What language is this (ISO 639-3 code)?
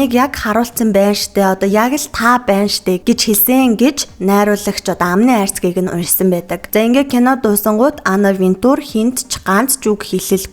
mon